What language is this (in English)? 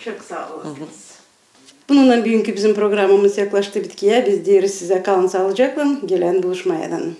Gagauz